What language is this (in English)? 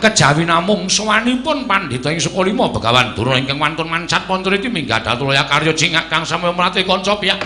Javanese